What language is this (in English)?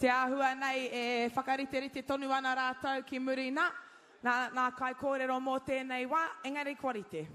Māori